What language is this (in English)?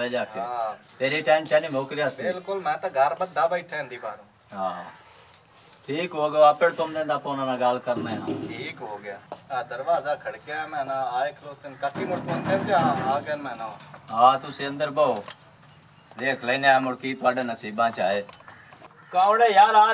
Punjabi